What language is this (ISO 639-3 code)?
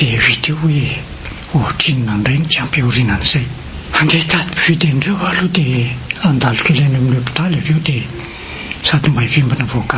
mlg